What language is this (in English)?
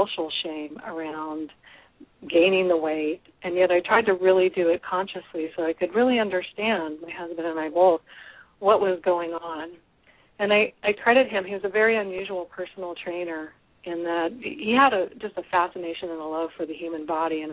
English